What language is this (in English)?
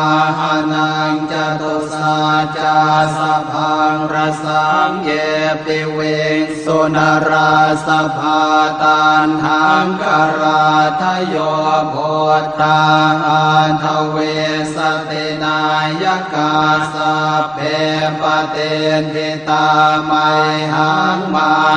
Pali